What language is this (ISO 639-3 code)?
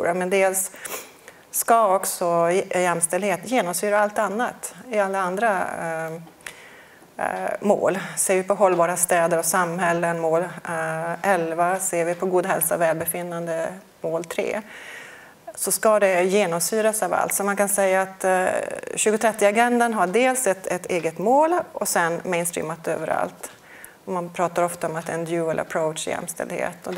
swe